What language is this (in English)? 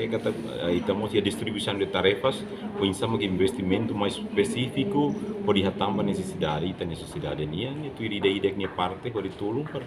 Tetum